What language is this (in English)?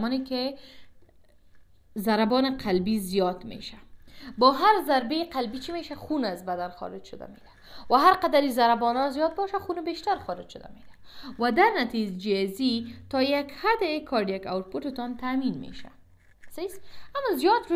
Persian